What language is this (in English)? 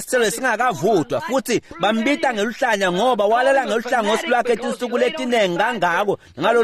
Swati